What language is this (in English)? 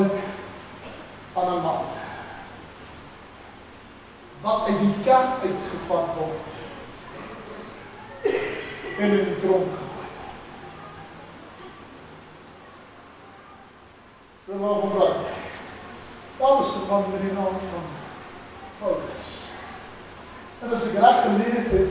Afrikaans